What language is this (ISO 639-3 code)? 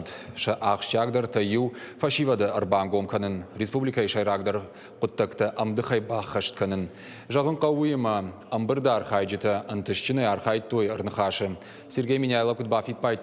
oss